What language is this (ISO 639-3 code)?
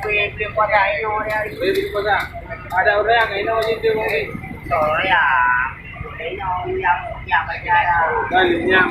ace